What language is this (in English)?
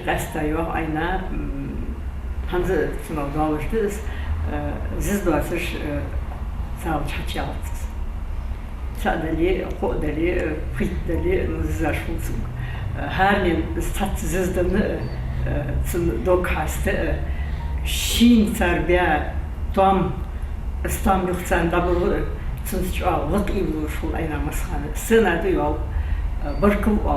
Ingush